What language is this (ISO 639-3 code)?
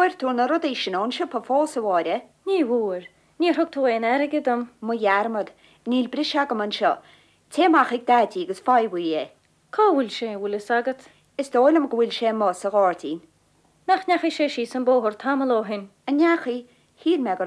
gle